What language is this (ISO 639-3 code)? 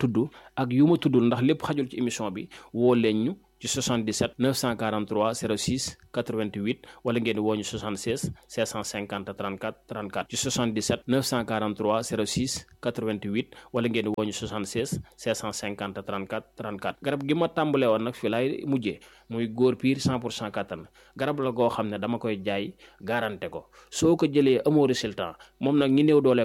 wol